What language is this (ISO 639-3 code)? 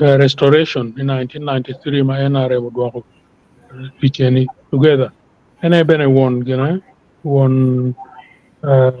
ach